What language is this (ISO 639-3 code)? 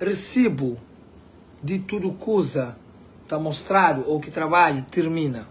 kea